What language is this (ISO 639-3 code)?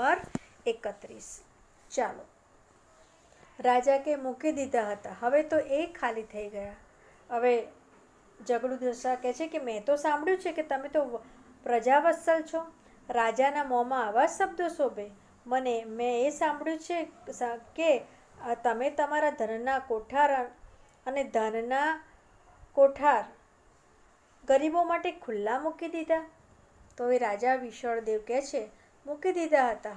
guj